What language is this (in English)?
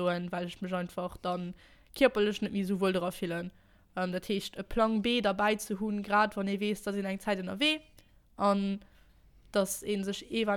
Luxembourgish